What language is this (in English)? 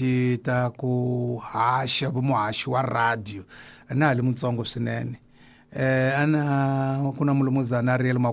Tsonga